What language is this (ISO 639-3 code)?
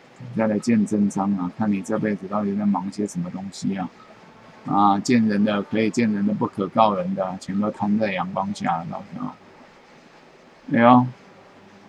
zho